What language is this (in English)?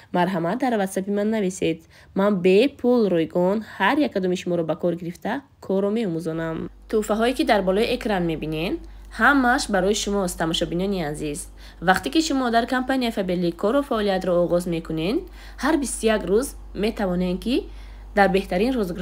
Tajik